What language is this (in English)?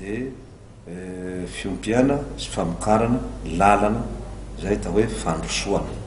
Malagasy